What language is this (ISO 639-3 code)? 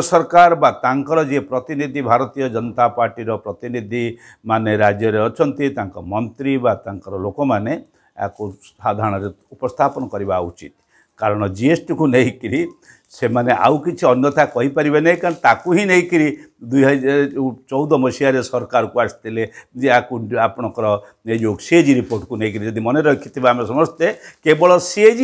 ori